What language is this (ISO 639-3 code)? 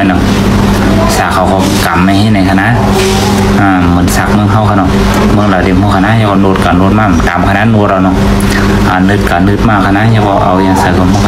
shn